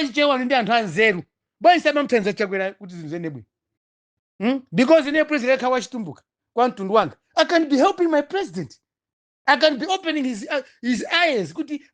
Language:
Nyanja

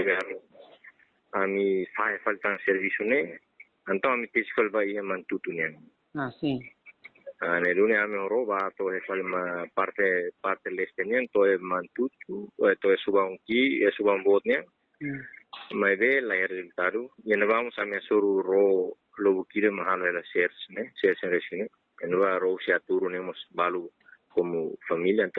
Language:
Tetum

